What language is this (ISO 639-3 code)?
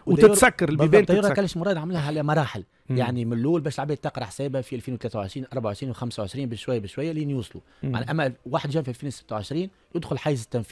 aeb